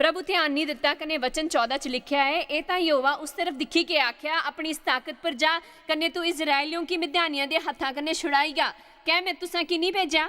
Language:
Dogri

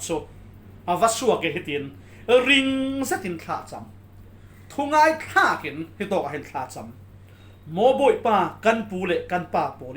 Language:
Falam Chin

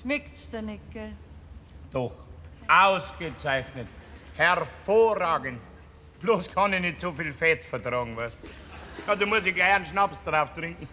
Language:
Bavarian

